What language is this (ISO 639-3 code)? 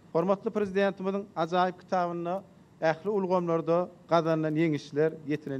tuk